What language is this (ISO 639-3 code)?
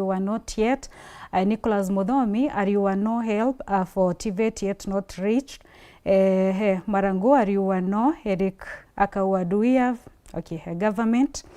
mer